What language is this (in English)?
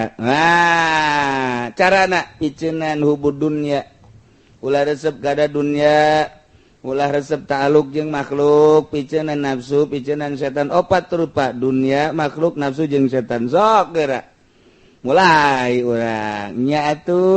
Sundanese